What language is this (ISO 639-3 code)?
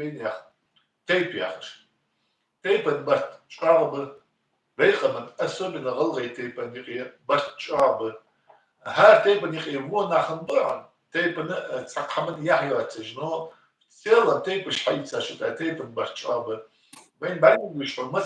inh